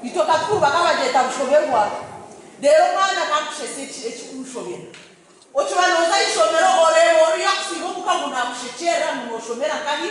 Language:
Nyankole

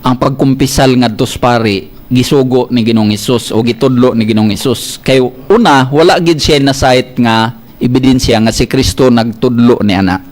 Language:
Cebuano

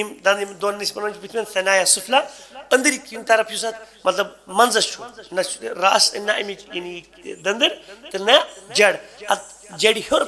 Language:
Kashmiri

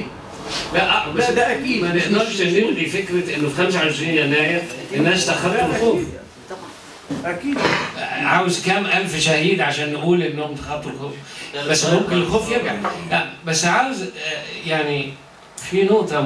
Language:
Egyptian Arabic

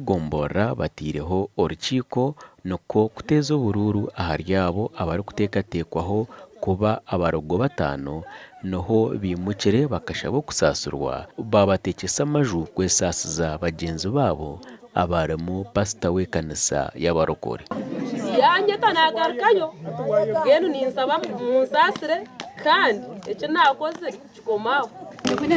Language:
Nyankole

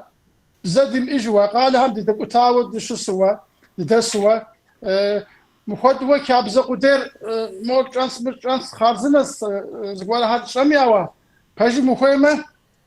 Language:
Kabardian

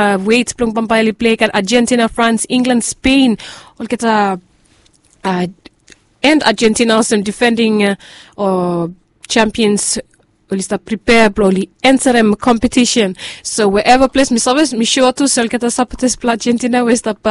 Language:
Bislama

